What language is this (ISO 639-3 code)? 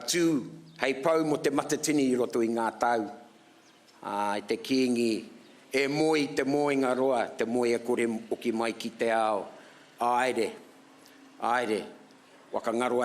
mri